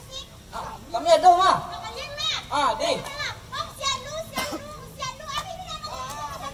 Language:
Minangkabau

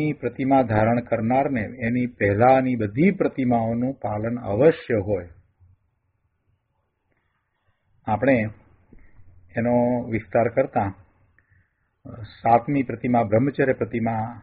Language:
Gujarati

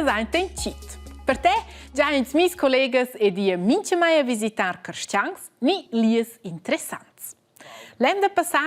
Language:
Romansh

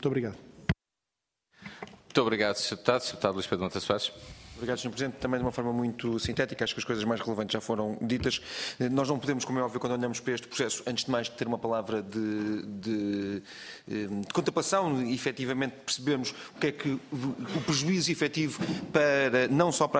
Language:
Portuguese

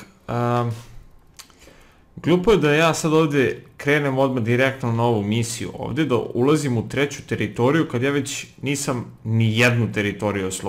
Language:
Serbian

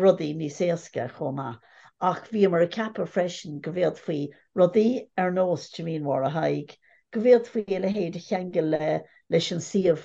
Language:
Irish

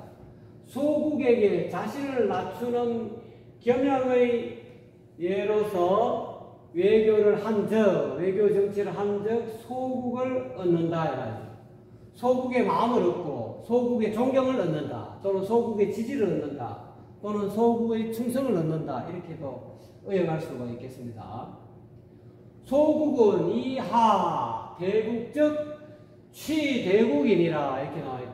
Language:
Korean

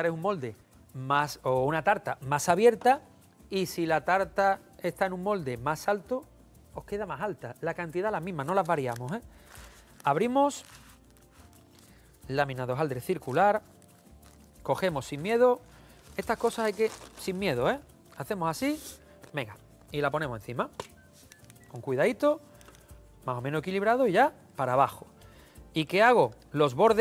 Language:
Spanish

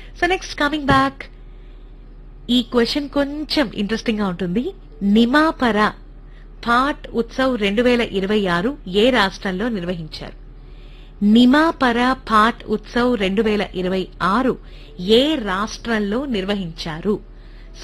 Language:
Telugu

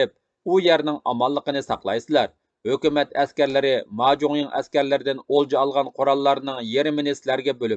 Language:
Uyghur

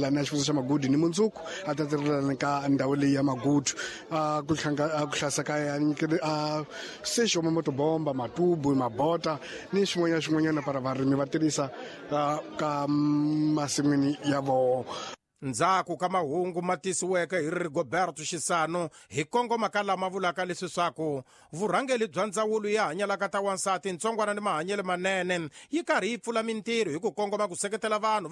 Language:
Tsonga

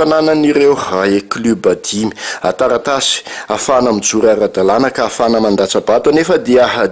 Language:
Malagasy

